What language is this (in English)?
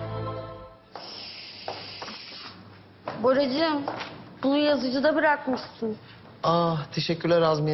Turkish